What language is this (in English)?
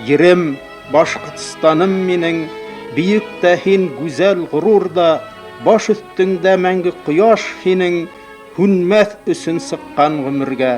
Bashkir